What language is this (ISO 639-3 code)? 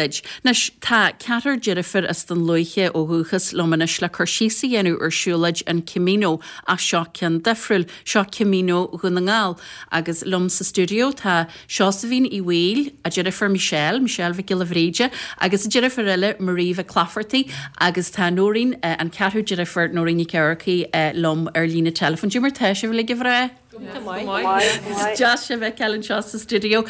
gle